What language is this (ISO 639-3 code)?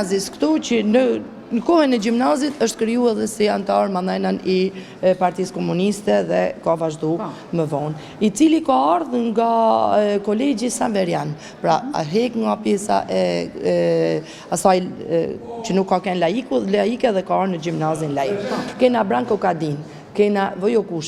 sqi